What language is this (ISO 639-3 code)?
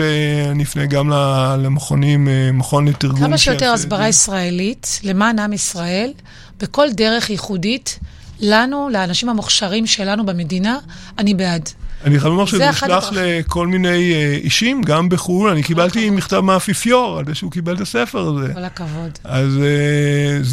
heb